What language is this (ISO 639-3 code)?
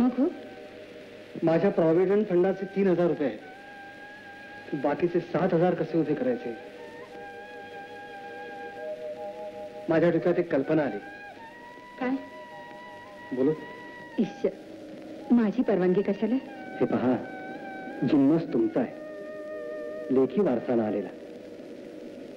mar